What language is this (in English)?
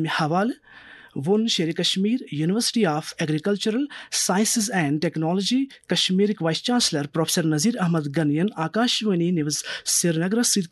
Kashmiri